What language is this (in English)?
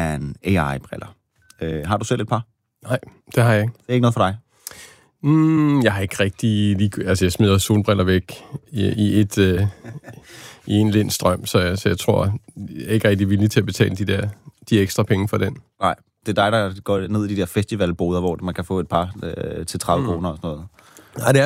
Danish